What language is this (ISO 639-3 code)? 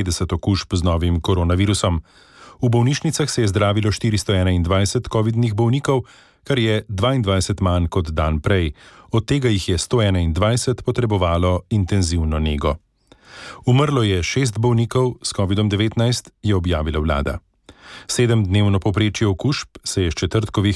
slv